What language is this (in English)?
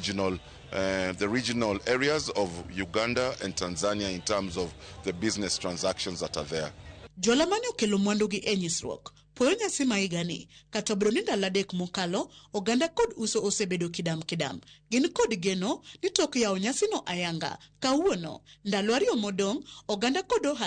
Luo (Kenya and Tanzania)